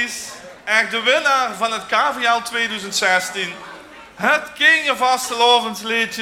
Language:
Limburgish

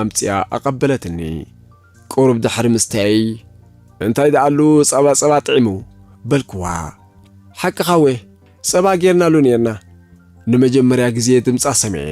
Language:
Tigrinya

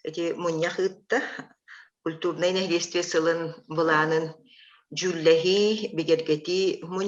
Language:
Yakut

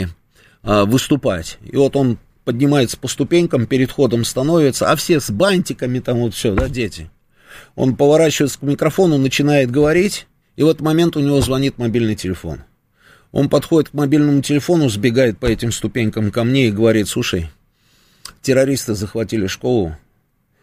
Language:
Russian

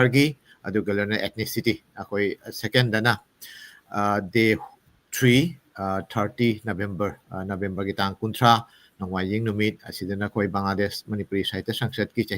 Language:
Manipuri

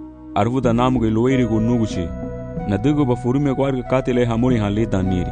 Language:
Garifuna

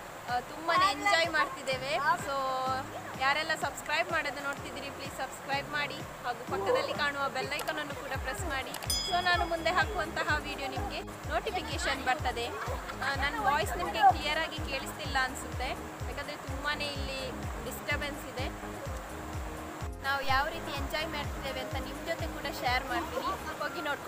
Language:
Kannada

